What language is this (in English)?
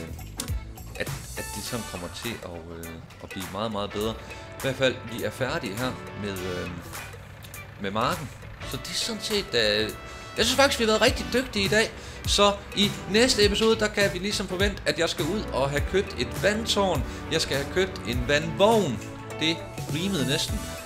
Danish